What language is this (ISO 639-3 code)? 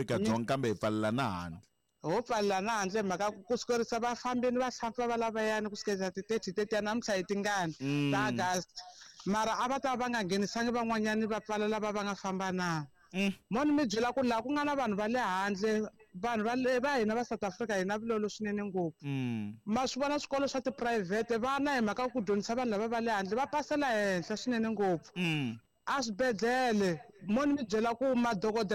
tso